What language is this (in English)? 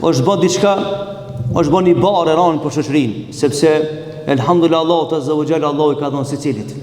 Albanian